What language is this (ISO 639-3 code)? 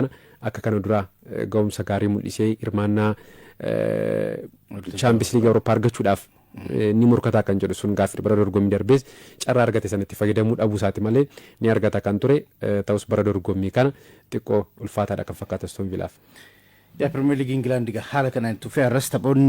orm